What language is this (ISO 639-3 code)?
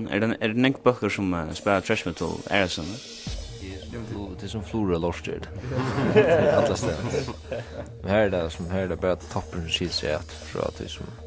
fao